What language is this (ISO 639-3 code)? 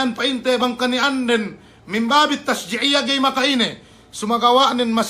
yka